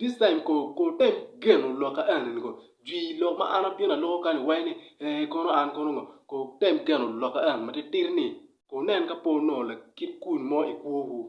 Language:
Acoli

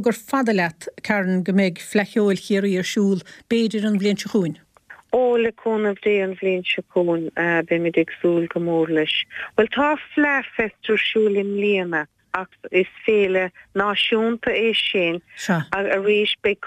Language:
Irish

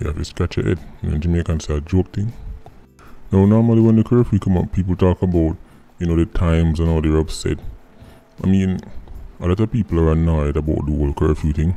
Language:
Jamaican Creole English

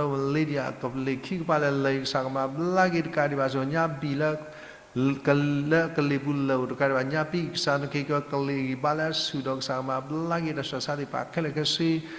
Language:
S'gaw Karen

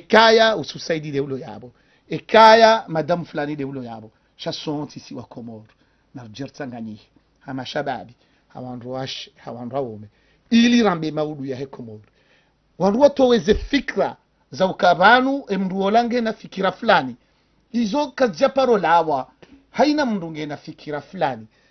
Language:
Ngazidja Comorian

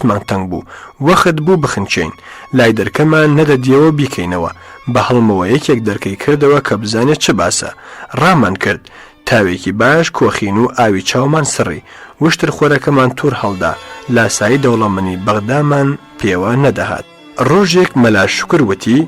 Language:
Central Kurdish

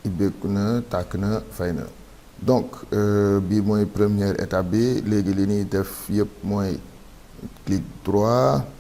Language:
Wolof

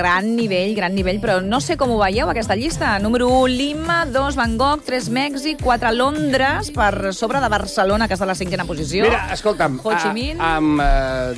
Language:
Catalan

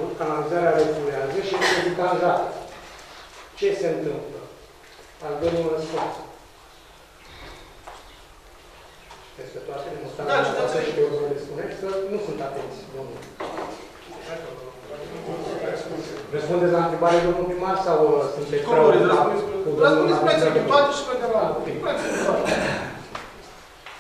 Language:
Romanian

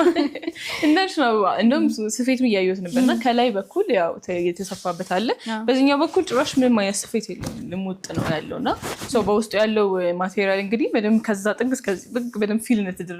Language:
Amharic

